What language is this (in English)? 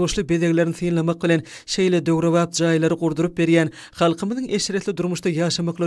Turkmen